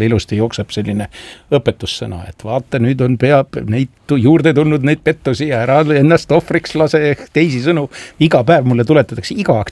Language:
Estonian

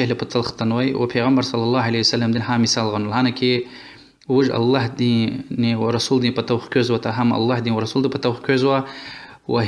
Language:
Lezghian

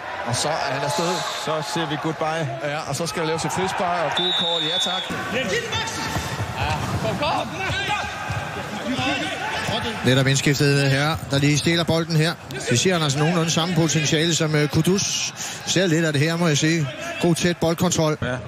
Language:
Danish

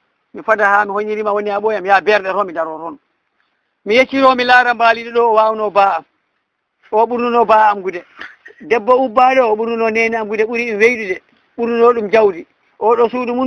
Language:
Fula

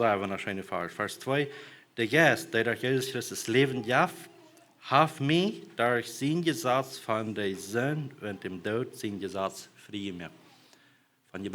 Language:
Plautdietsch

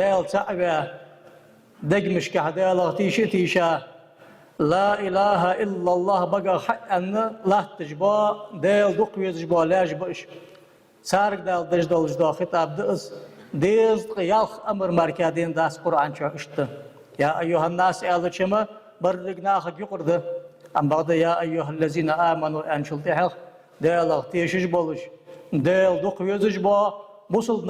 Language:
Ingush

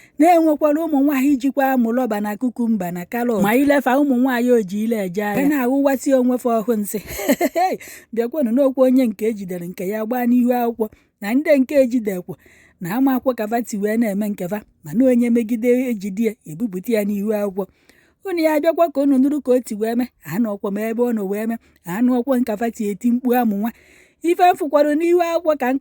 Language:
Igbo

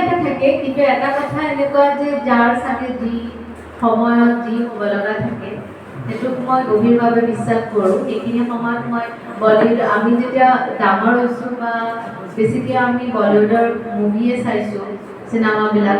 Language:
Assamese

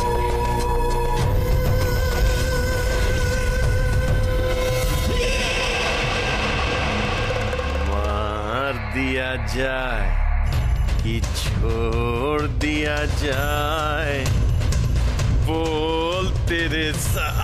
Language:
Bhojpuri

